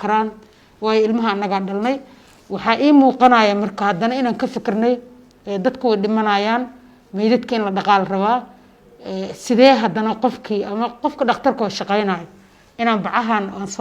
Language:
Somali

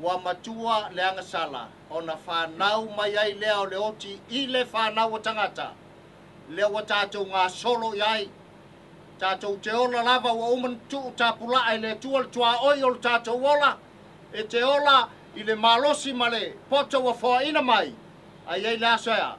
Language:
Samoan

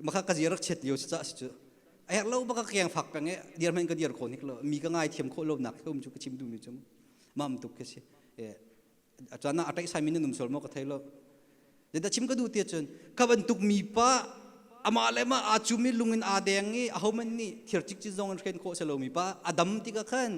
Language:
Hakha Chin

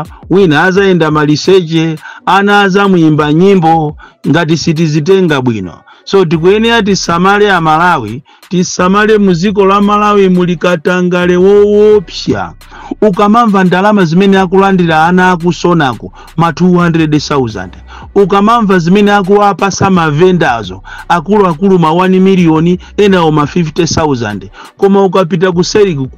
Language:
Nyanja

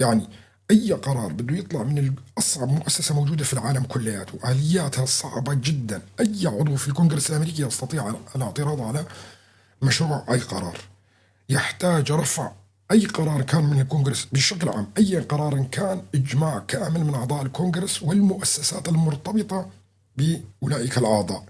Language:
North Levantine Arabic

